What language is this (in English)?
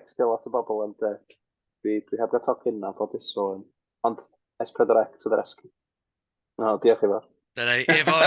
Welsh